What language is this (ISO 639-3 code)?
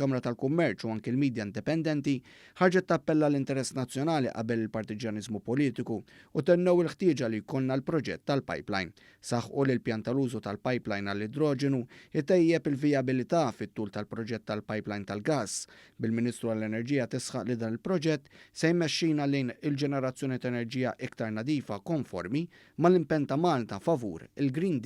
mlt